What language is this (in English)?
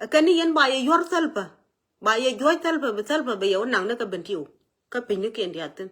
Nuer